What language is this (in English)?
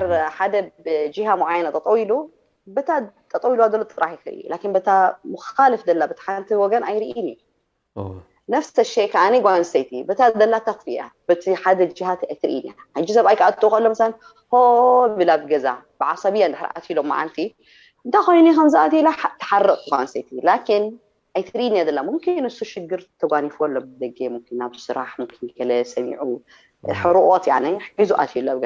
Tigrinya